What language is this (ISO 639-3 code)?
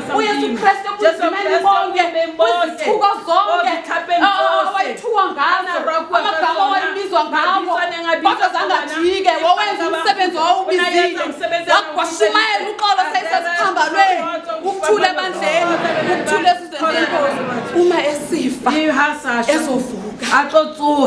zul